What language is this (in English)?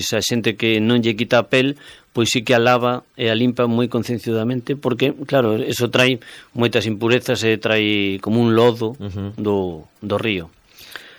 Galician